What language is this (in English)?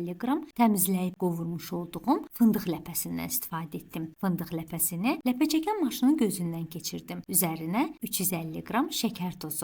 Azerbaijani